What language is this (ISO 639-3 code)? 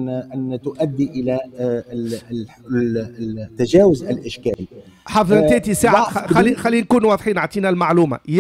aeb